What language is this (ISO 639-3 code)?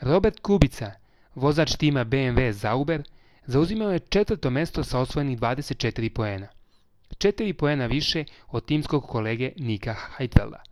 srp